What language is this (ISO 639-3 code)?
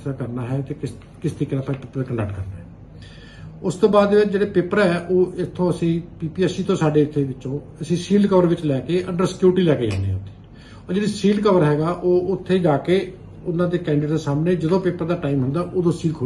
pan